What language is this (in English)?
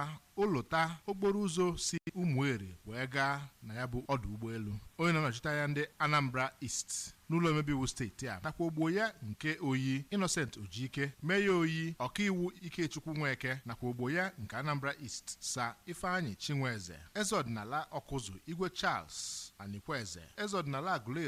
Igbo